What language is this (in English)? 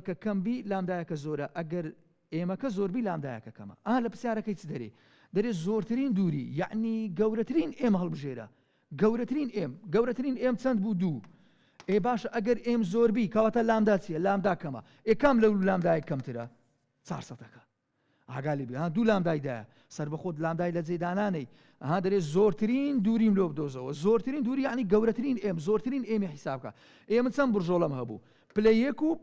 Central Kurdish